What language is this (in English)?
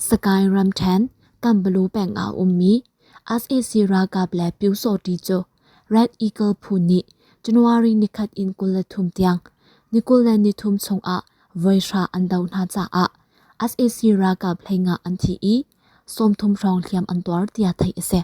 Hakha Chin